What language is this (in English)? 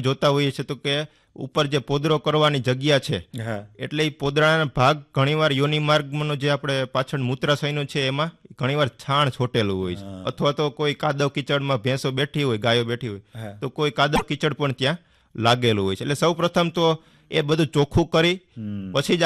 Gujarati